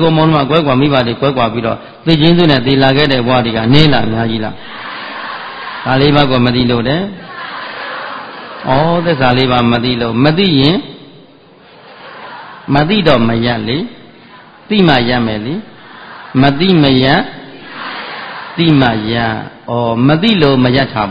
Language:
Burmese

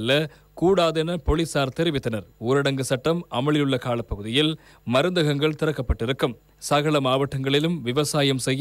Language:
Tamil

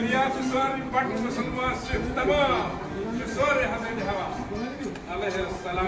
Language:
Kashmiri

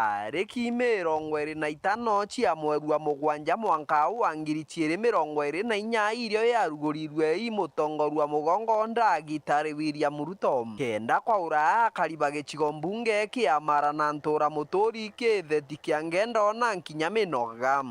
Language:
Meru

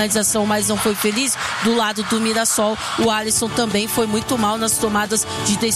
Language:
Portuguese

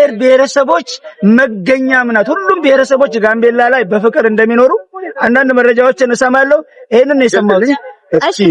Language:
Amharic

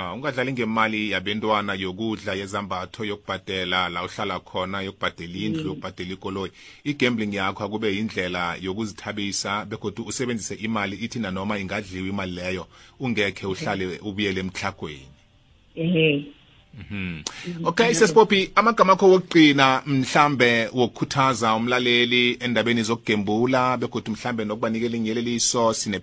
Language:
South Ndebele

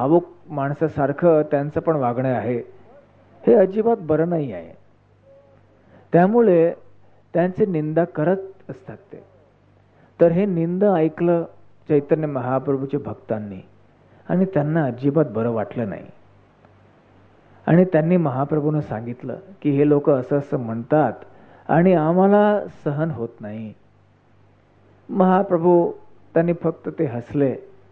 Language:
Marathi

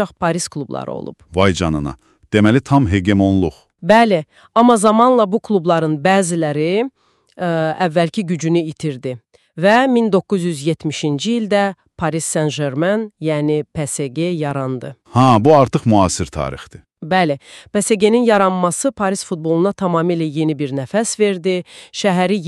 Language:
Azerbaijani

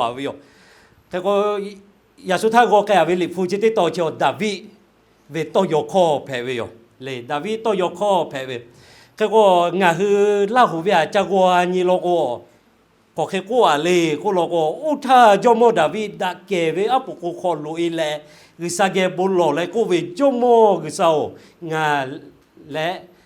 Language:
Lahu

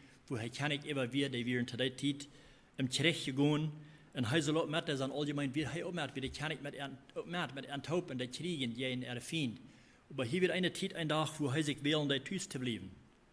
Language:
Plautdietsch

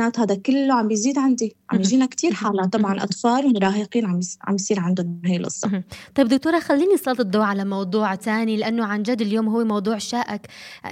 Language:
North Levantine Arabic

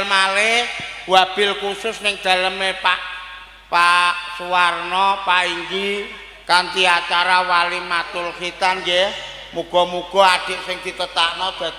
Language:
Javanese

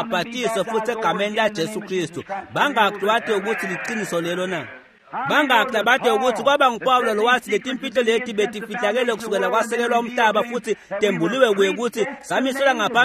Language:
Swati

